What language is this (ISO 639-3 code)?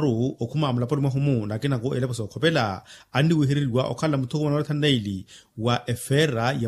vmw